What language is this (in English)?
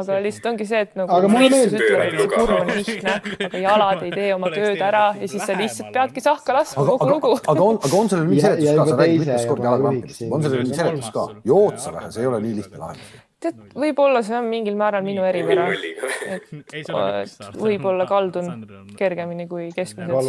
Estonian